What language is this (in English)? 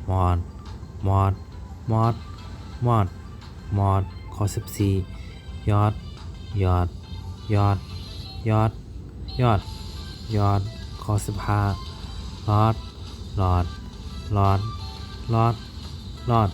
Shan